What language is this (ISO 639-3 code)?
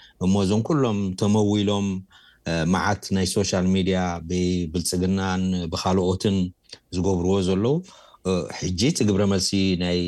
tir